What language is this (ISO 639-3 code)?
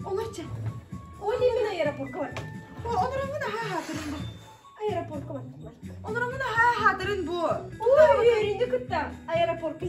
sah